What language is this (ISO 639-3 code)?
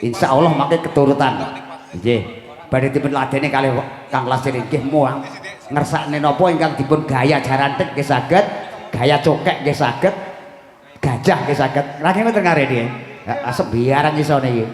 jav